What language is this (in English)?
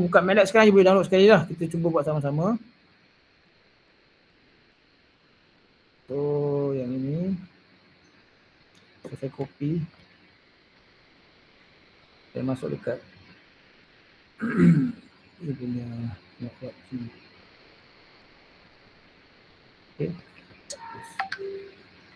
Malay